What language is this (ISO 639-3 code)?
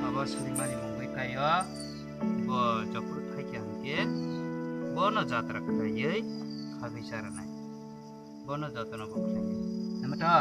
trp